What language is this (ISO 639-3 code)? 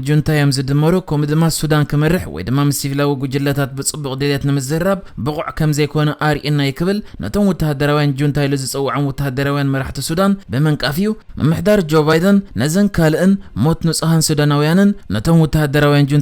tir